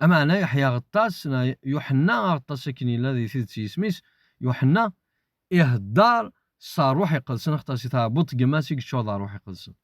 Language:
Kabyle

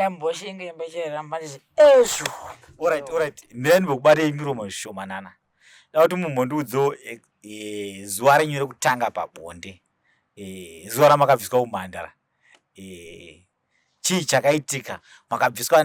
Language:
Shona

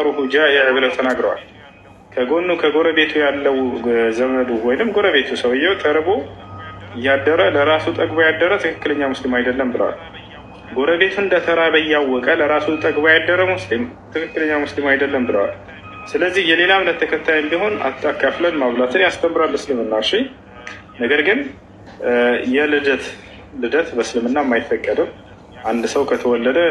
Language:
Amharic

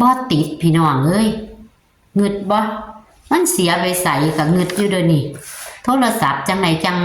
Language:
Northeastern Thai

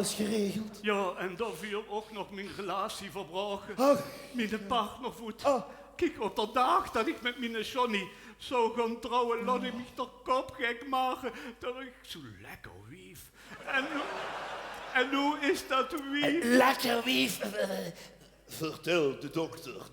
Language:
Limburgish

